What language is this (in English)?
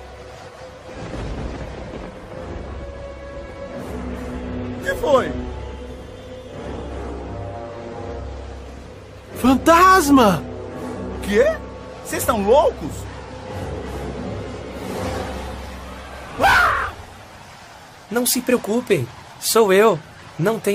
Portuguese